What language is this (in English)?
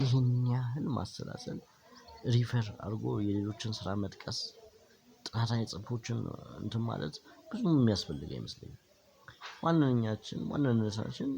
Amharic